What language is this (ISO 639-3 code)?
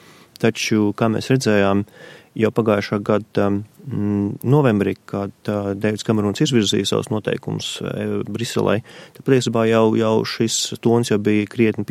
lav